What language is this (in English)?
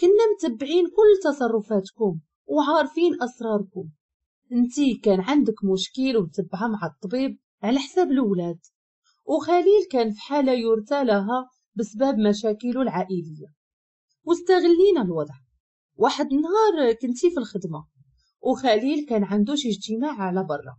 Moroccan Arabic